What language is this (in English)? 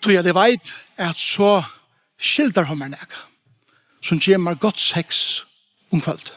Faroese